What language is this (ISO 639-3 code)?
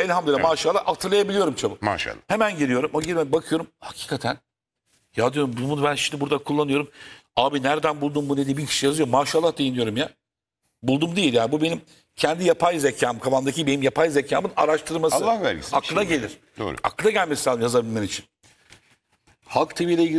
tur